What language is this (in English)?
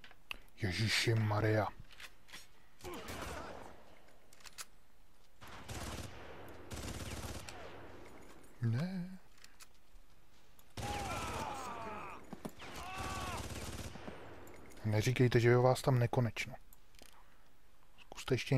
Czech